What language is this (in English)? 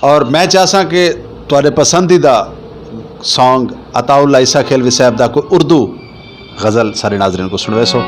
Saraiki